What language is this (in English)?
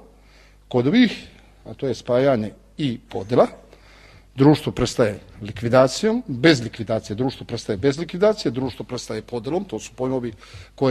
Serbian